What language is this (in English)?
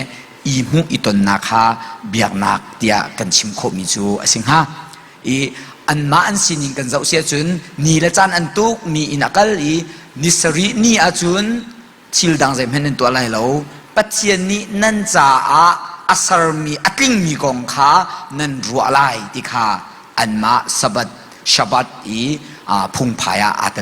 Hakha Chin